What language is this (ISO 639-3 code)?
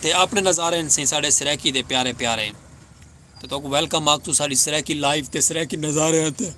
skr